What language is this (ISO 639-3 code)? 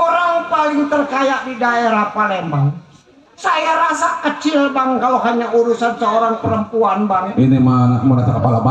bew